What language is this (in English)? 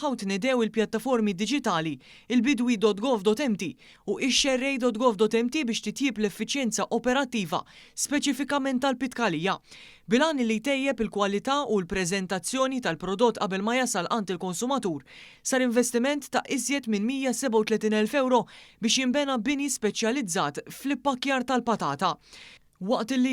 Maltese